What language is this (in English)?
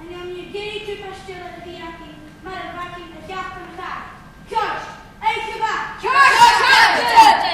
Irish